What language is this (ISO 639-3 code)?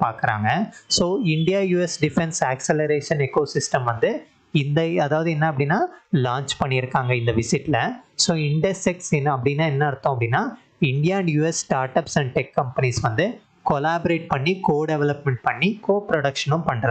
tam